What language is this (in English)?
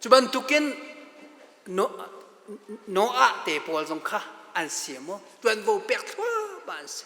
Hakha Chin